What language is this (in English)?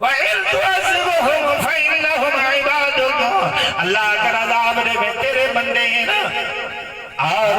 Saraiki